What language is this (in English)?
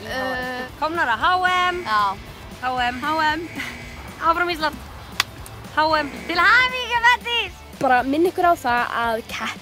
Icelandic